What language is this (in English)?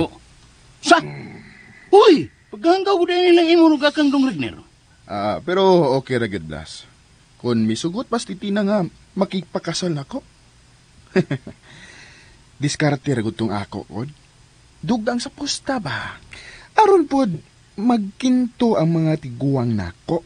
Cebuano